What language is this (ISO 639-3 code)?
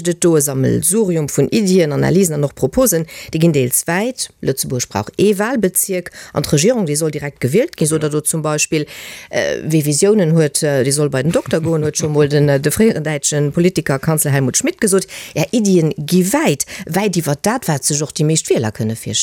ltz